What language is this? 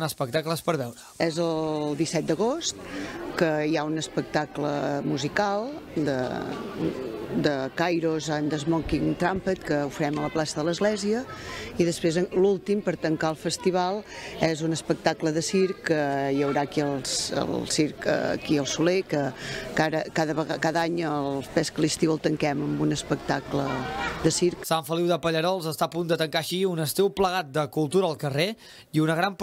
Catalan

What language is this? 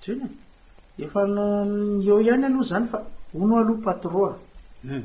Malagasy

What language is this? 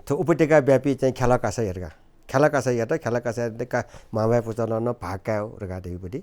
Newari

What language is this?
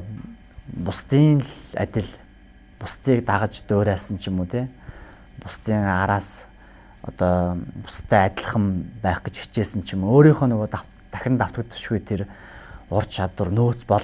Mongolian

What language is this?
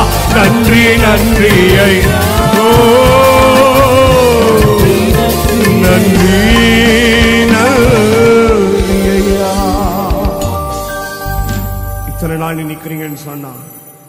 Tamil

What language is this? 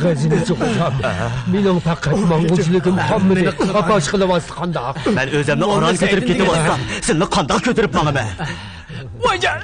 Uyghur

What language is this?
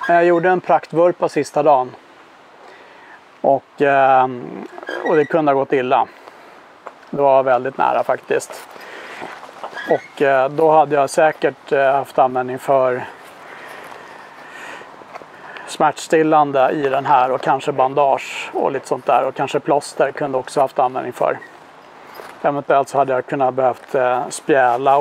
Swedish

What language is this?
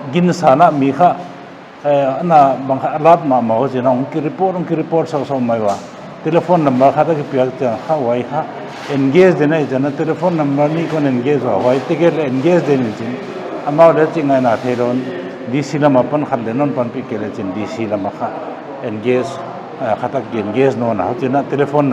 Paite Chin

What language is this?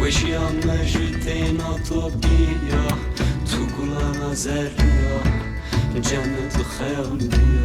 Zaza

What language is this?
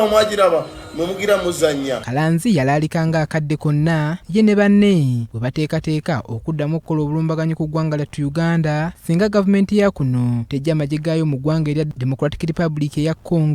Ganda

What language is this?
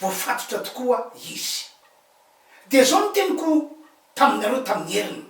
Malagasy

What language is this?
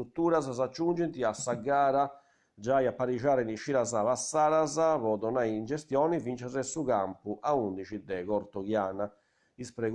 Sardinian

